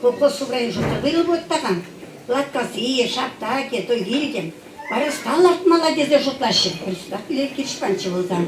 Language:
Chuvash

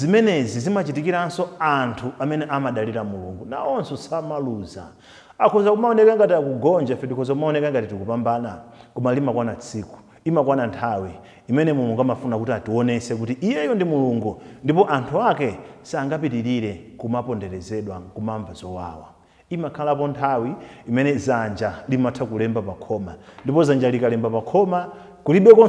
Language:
Nyanja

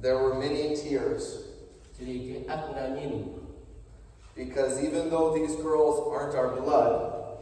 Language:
Central Mnong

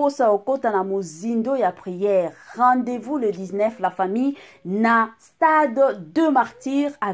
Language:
Lingala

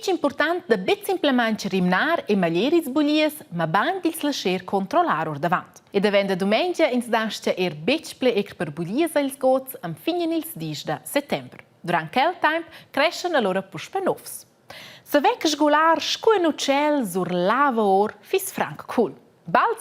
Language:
Romansh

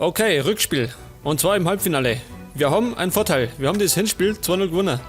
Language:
Bavarian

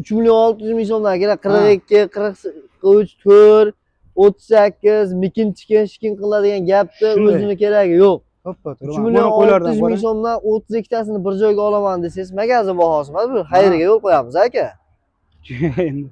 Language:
Uzbek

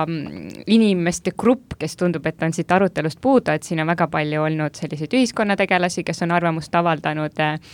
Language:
Estonian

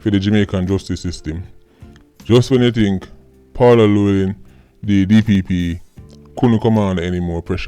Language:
Jamaican Creole English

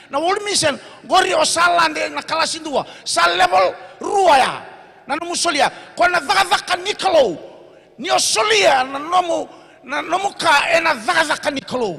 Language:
Fijian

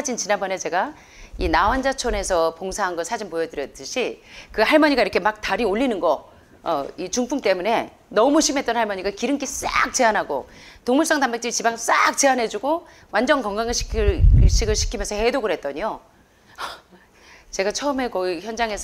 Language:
Korean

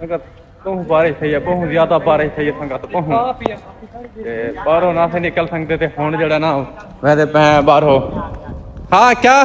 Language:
Saraiki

